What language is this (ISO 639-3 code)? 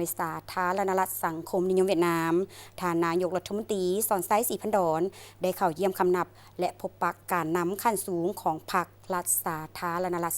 lao